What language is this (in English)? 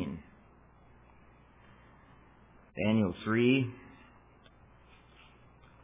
English